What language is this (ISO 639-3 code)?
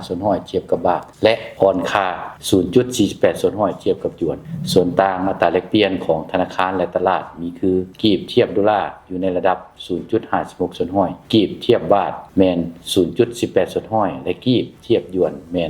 lao